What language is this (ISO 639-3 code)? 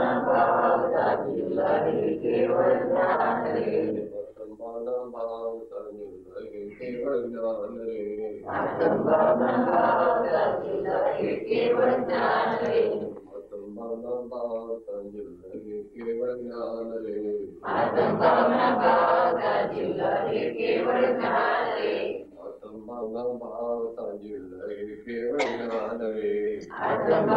guj